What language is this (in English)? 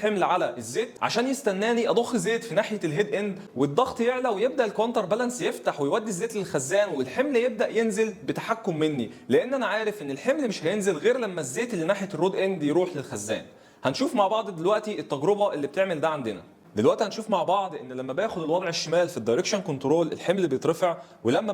Egyptian Arabic